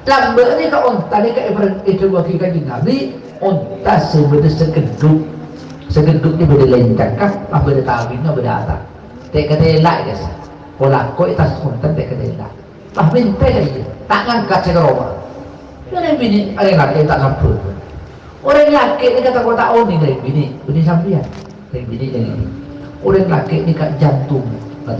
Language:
Madurese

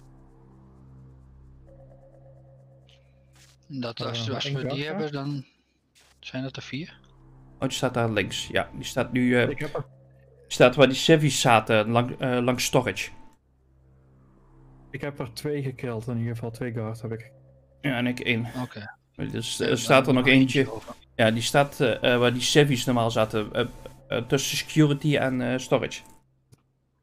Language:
Dutch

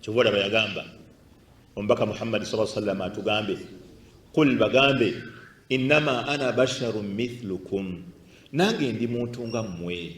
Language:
Ganda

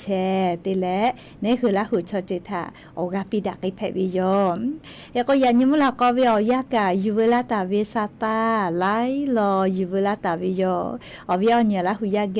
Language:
Lahu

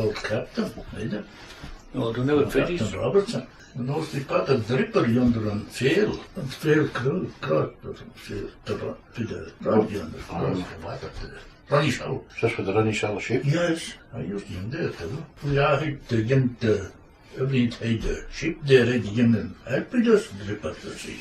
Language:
Scots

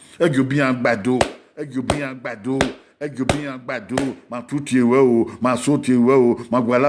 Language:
Bini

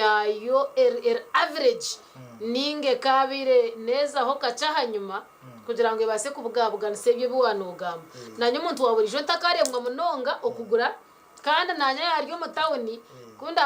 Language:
Nyankole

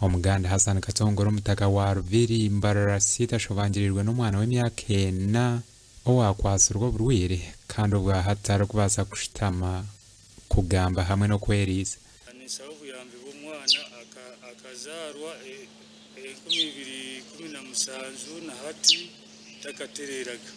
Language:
Nyankole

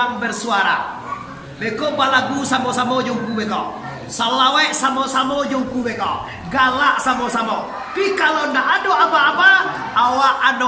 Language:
Minangkabau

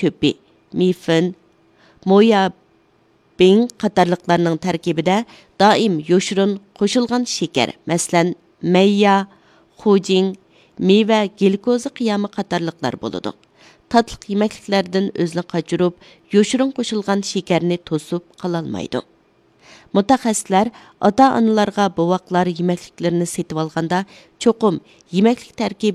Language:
Uyghur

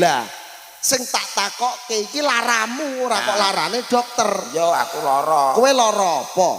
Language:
Javanese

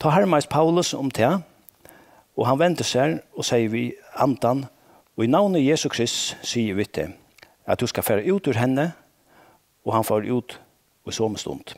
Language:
Faroese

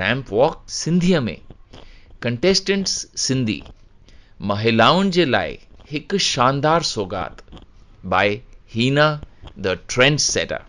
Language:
Sindhi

